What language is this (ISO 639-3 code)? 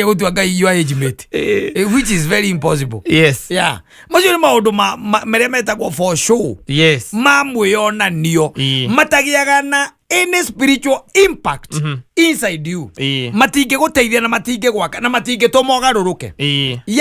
kik